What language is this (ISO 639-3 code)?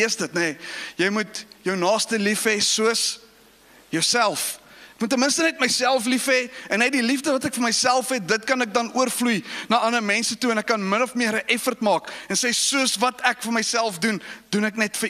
afr